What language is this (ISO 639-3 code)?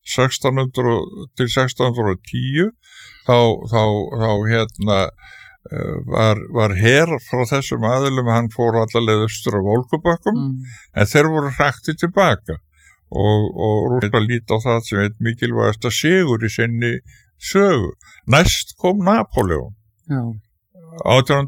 isl